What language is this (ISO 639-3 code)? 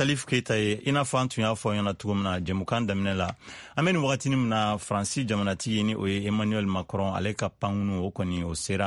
bam